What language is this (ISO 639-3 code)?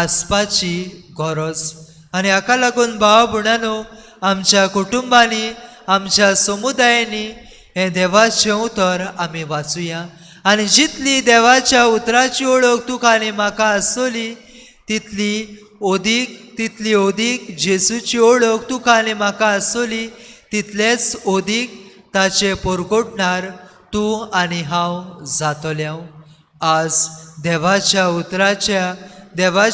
kok